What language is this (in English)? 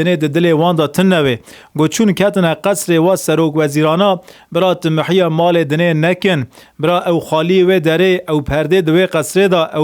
Kurdish